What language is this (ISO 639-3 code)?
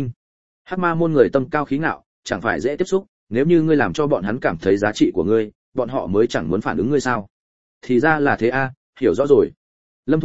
vie